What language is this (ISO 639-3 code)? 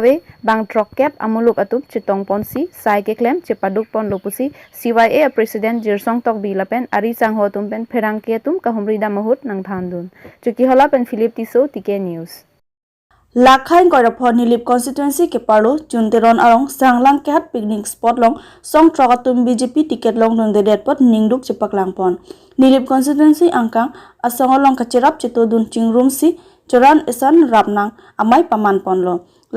mjw